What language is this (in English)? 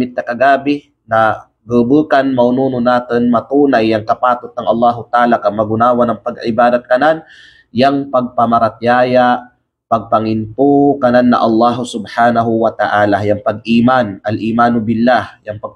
Kalagan